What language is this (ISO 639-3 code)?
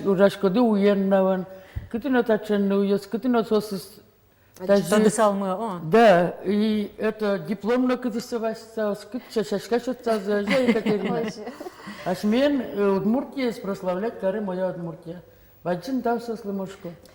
udm